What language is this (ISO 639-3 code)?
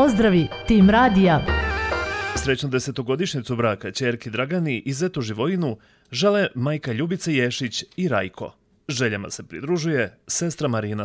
srp